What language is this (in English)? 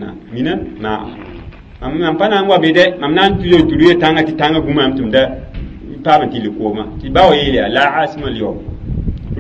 Mossi